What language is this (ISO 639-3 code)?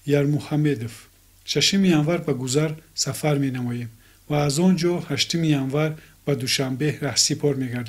tgk